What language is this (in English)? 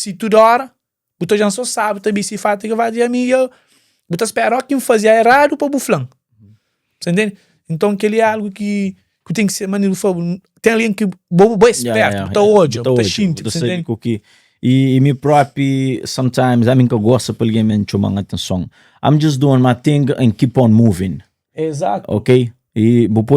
Kabuverdianu